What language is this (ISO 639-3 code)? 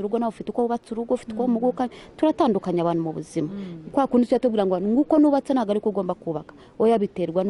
kin